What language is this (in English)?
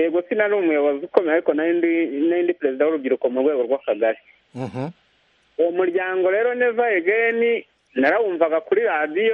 Kinyarwanda